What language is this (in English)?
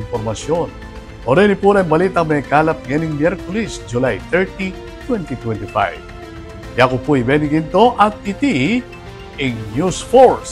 Pampanga